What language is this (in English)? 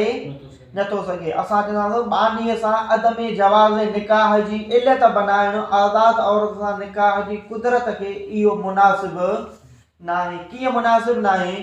Sindhi